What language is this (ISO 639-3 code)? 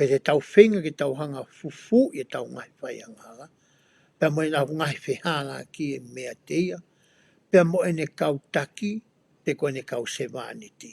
ton